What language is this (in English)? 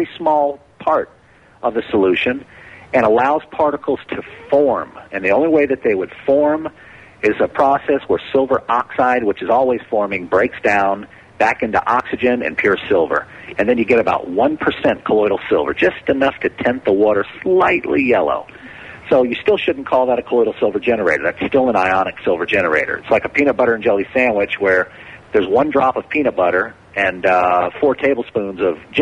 English